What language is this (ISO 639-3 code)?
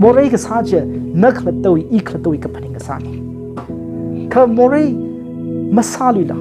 nmf